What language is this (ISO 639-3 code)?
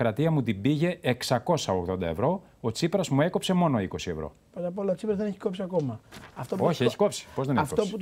ell